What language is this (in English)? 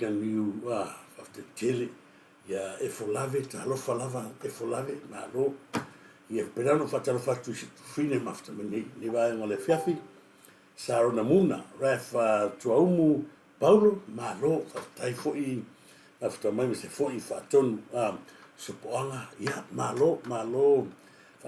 Samoan